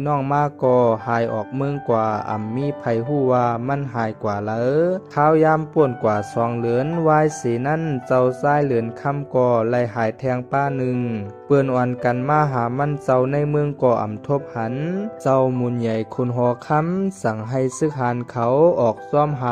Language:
Shan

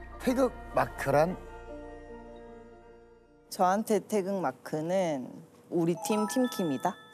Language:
Korean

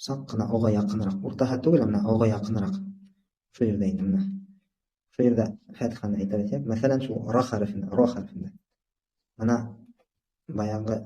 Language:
Bashkir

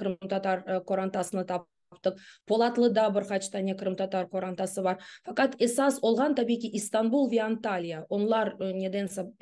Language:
Crimean Tatar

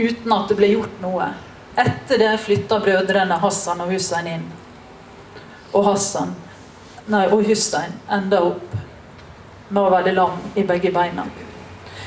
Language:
Norwegian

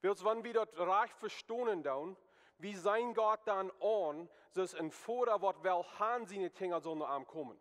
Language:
Plautdietsch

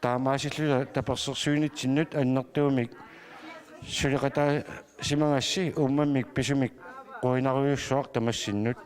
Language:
Kalaallisut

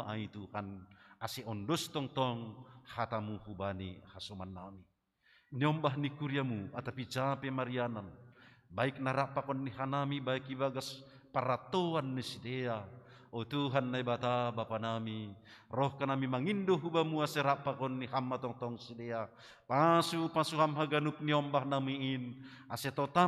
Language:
Batak Simalungun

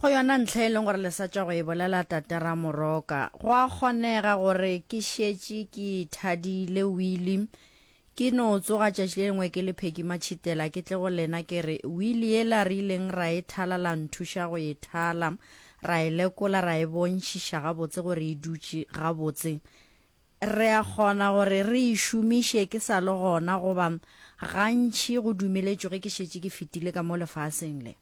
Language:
Northern Sotho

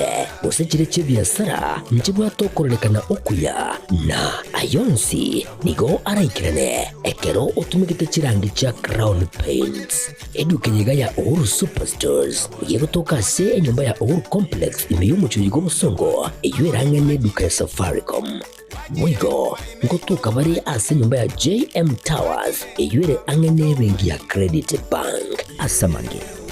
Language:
Gusii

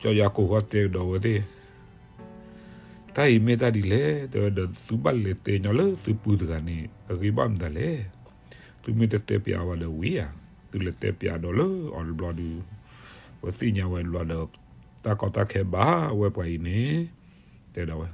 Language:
S'gaw Karen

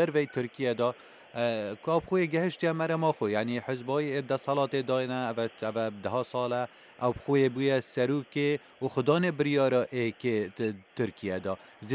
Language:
Kurdish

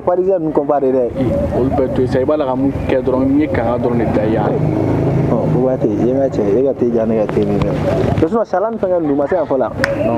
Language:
Bambara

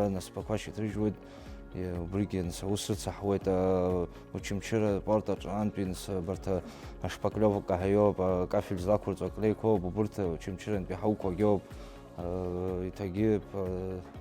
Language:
Abkhazian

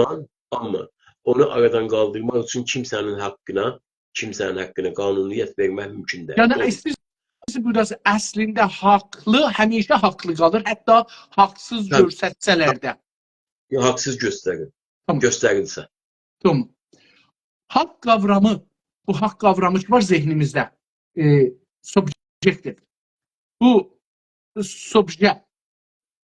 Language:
South Azerbaijani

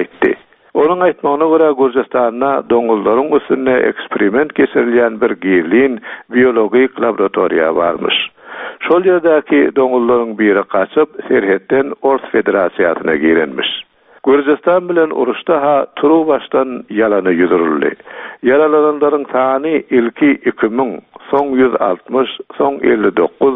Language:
Turkmen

